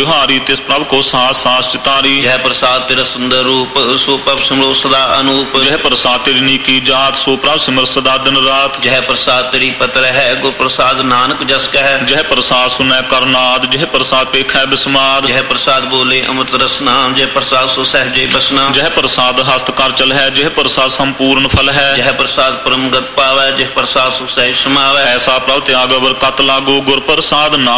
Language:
Punjabi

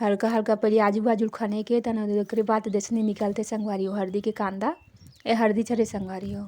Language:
Chhattisgarhi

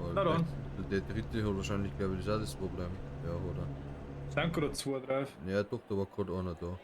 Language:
Bavarian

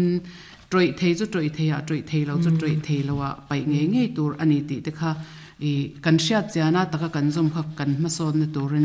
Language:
Mizo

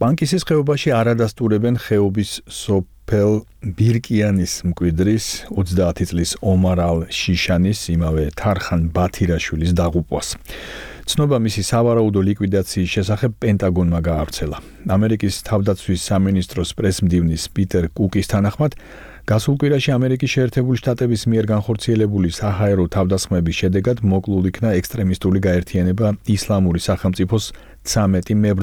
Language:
Georgian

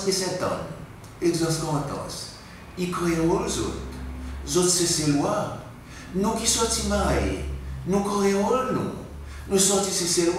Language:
Seselwa Creole French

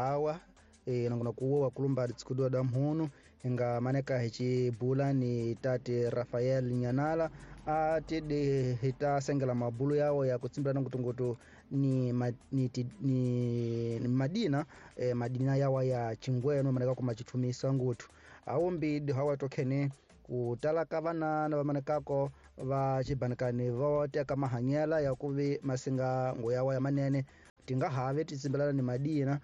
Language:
Tsonga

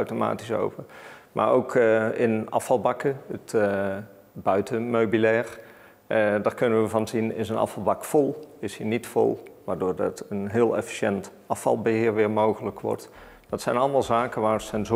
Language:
Dutch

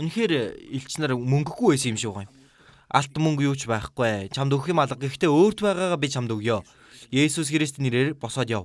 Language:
Mongolian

